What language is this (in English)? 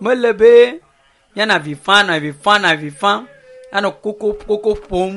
Ewe